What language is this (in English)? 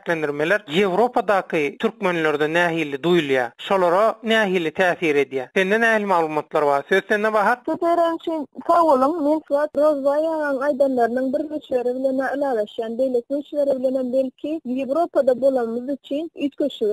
Turkmen